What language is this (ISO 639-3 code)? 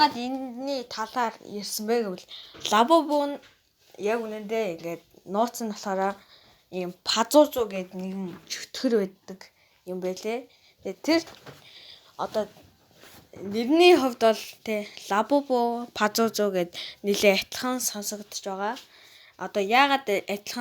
mon